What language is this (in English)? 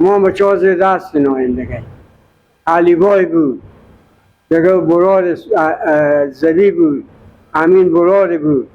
Persian